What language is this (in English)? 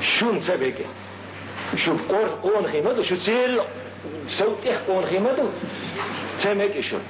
Chechen